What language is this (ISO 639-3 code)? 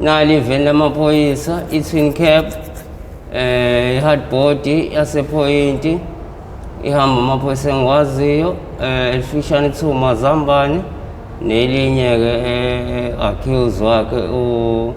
zul